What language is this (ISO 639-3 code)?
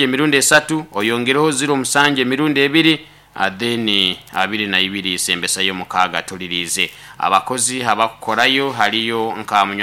nyo